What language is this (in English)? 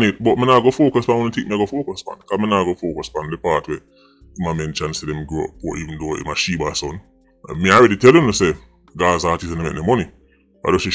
Jamaican Creole English